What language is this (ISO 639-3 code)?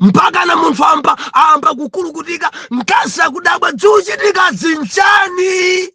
nya